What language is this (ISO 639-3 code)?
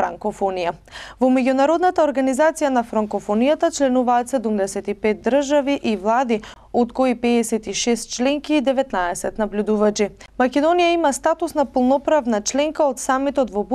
mkd